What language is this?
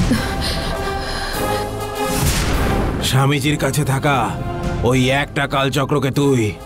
Bangla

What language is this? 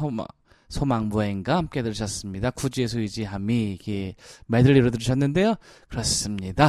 Korean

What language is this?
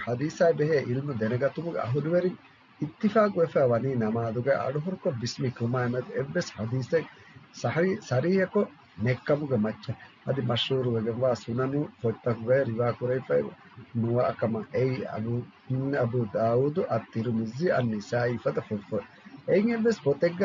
Divehi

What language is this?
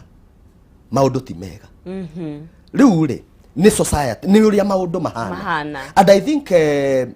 Kikuyu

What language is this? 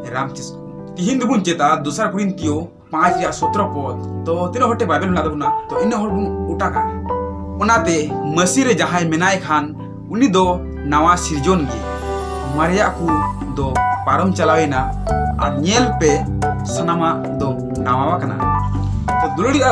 Santali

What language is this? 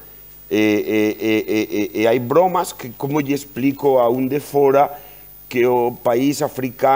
Galician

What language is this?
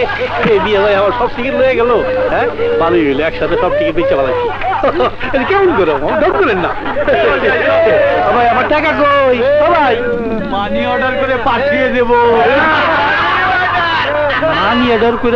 Bangla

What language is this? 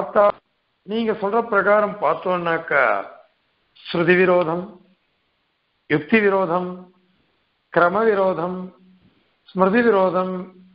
Tamil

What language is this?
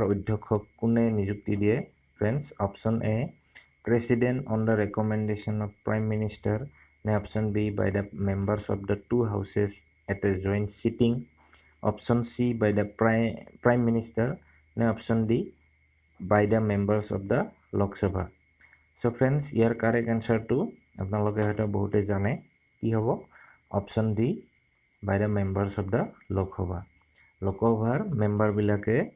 Assamese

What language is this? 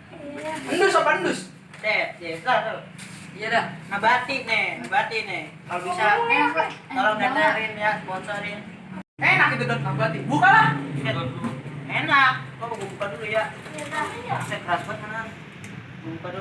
Betawi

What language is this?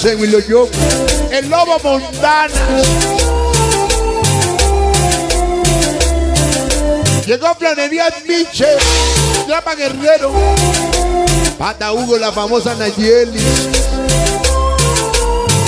Spanish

